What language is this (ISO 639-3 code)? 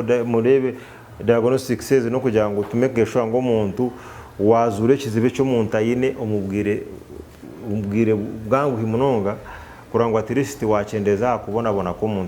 nyn